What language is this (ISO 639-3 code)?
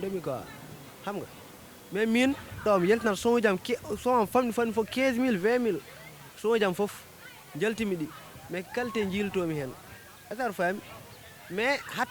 ful